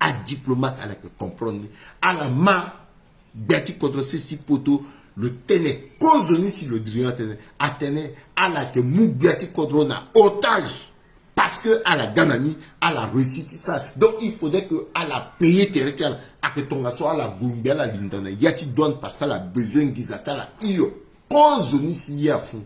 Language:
Sango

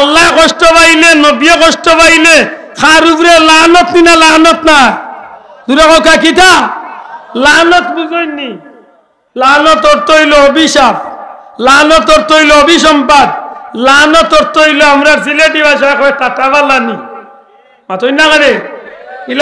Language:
Sylheti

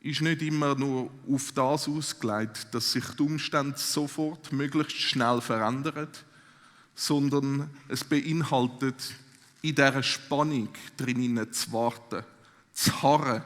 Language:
Swiss German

